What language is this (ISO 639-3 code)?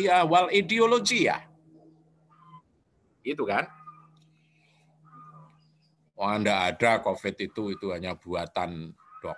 ind